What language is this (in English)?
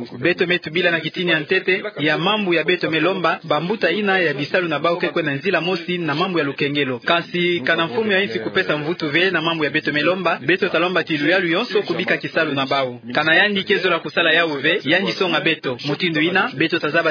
Kituba (Democratic Republic of Congo)